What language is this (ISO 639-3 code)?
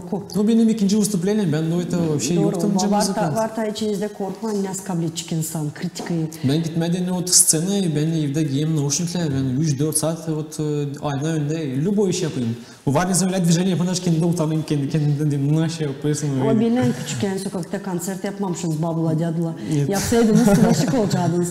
gag